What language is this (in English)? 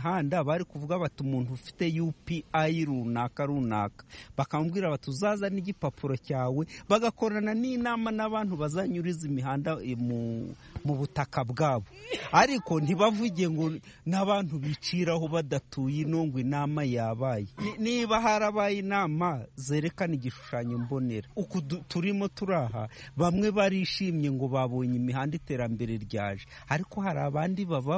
Kinyarwanda